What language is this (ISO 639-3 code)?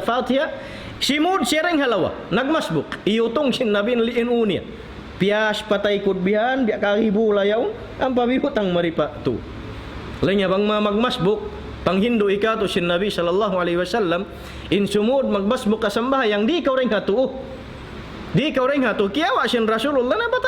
tsg